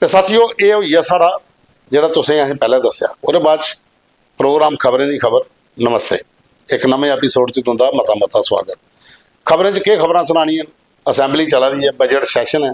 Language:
Dogri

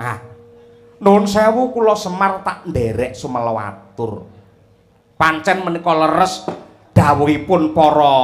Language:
Javanese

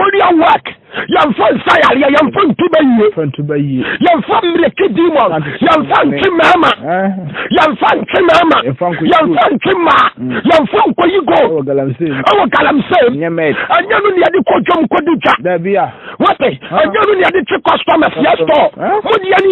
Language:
Akan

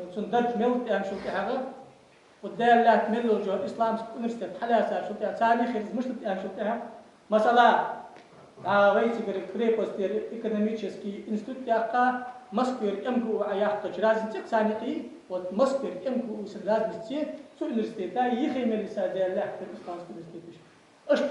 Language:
Ingush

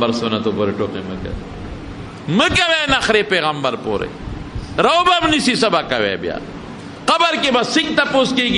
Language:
Pashto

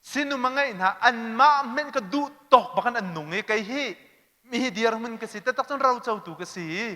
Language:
Hakha Chin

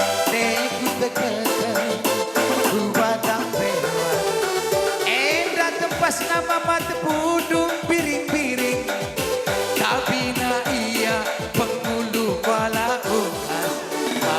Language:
Batak Karo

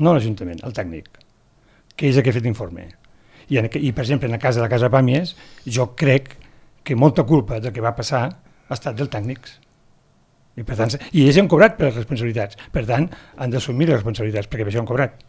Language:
Catalan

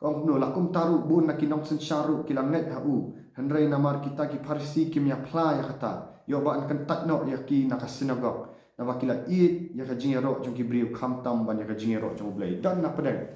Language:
Khasi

